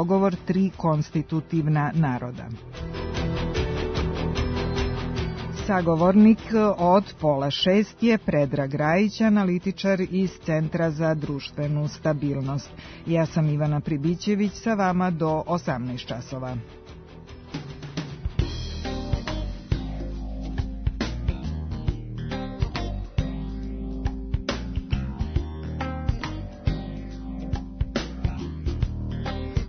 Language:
Serbian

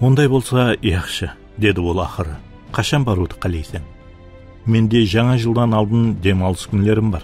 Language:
Kara-Kalpak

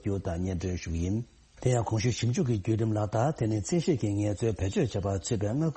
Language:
Tibetan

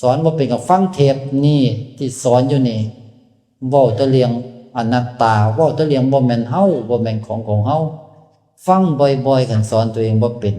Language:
Northeastern Thai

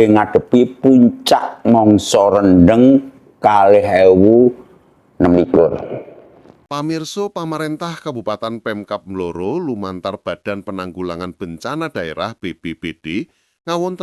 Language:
Javanese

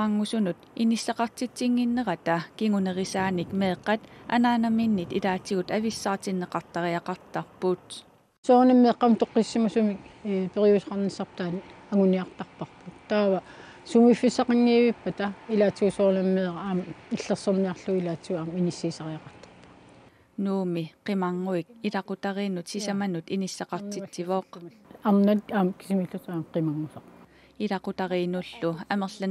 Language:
Kalaallisut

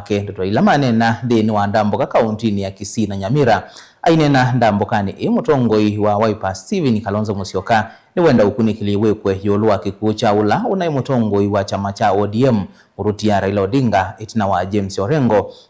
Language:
Kamba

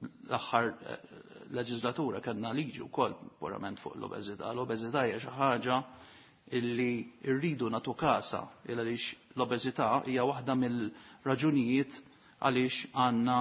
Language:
Maltese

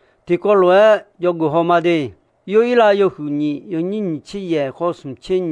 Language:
Akha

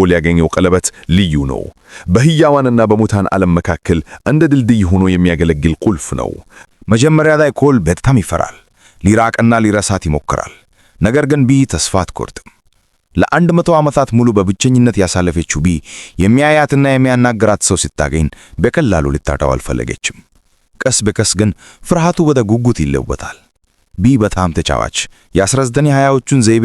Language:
Amharic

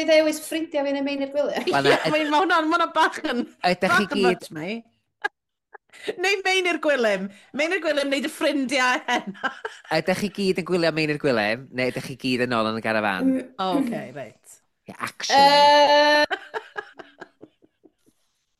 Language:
Welsh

